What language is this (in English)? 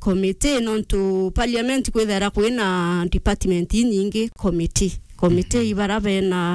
Meru